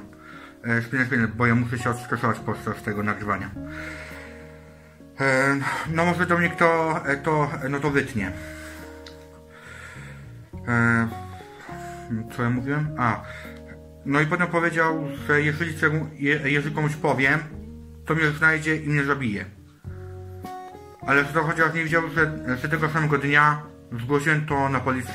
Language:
Polish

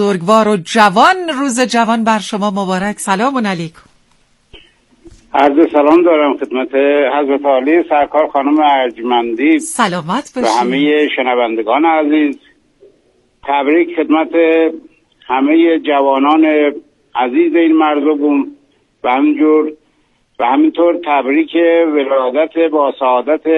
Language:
Persian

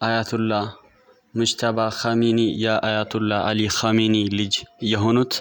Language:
Amharic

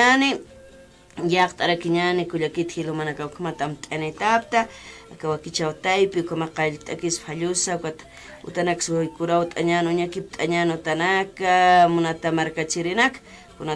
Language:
Aymara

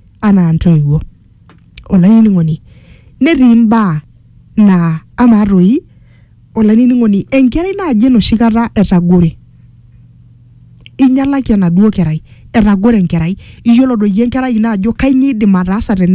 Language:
Masai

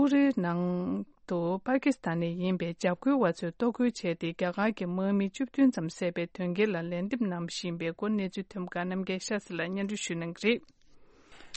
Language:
Tibetan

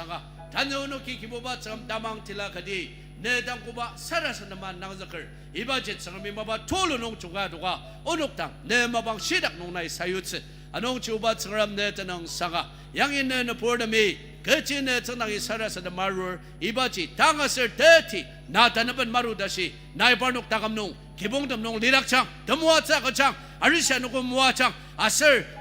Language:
Ao Naga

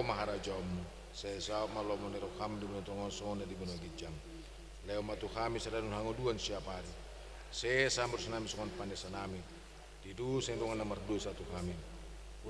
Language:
Batak Toba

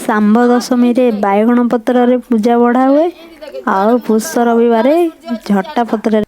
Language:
Odia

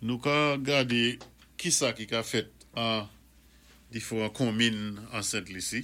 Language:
Saint Lucian Creole French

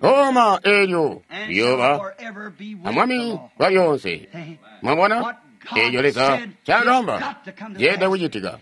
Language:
Tonga (Zambia)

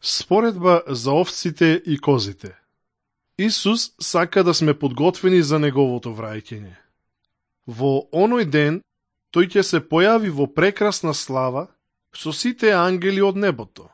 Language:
Macedonian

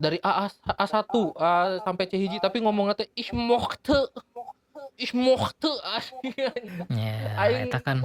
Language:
Sundanese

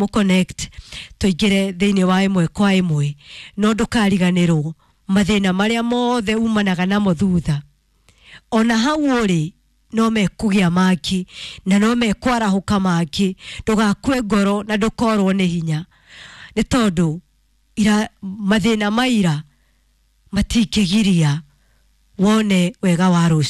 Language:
Kikuyu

